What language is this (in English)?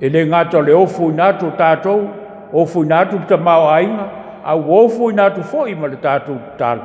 Samoan